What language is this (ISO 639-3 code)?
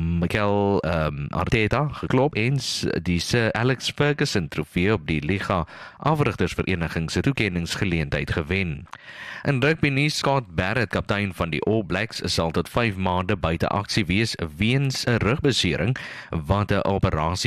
afr